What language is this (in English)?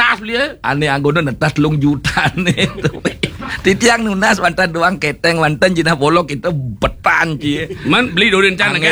Balinese